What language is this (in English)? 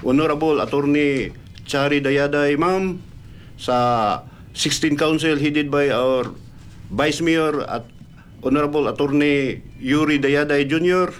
Cebuano